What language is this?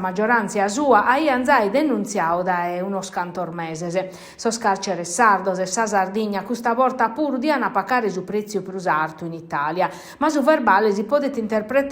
Sardinian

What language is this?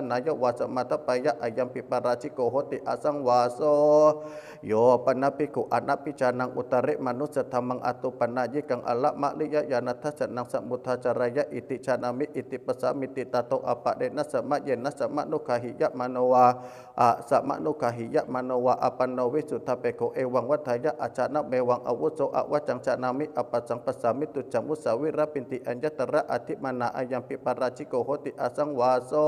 Pali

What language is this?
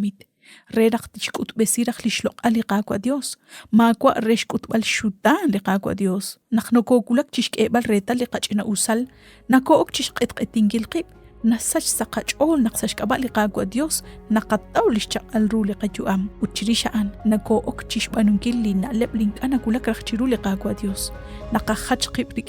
Kekchí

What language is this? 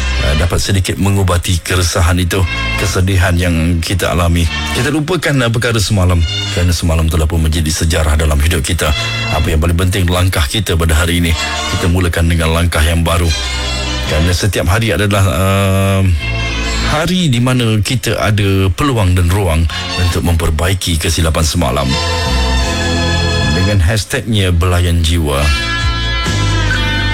Malay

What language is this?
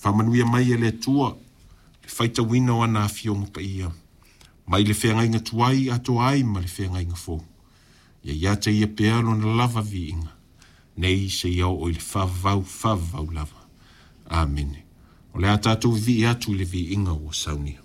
Samoan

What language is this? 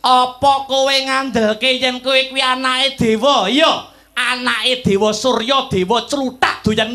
Javanese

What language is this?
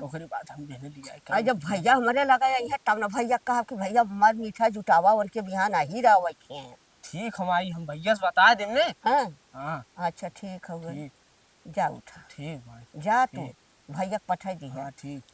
Awadhi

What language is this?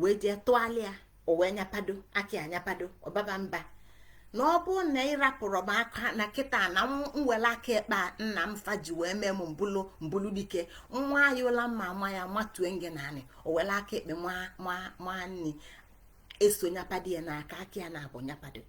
Igbo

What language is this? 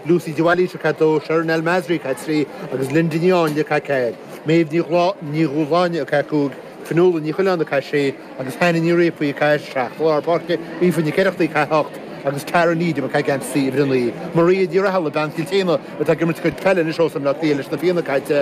Irish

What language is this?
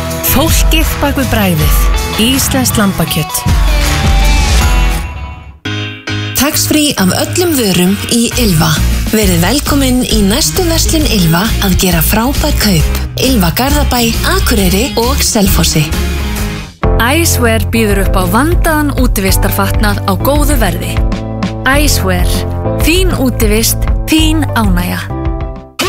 Icelandic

